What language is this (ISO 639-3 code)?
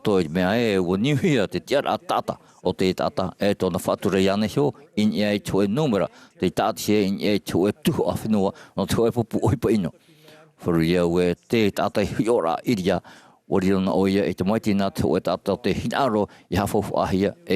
tah